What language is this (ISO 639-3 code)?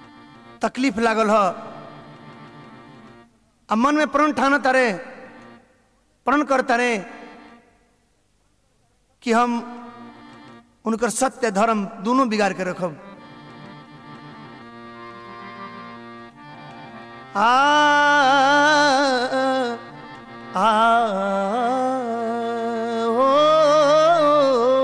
bho